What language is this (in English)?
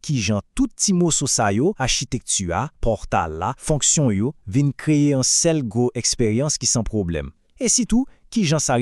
Haitian Creole